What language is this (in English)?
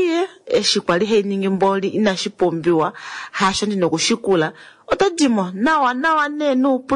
Kuanyama